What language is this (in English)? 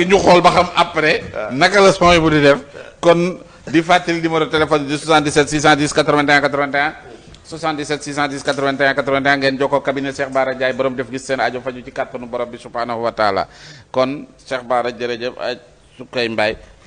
Wolof